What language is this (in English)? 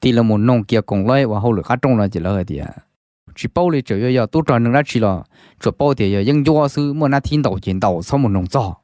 Hmong